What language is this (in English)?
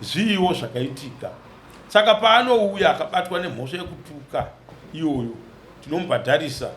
Shona